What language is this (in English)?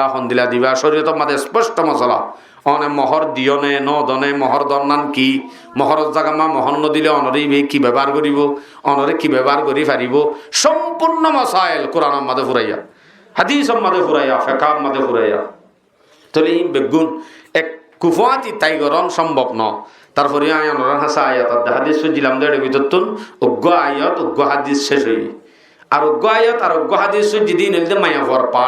Rohingya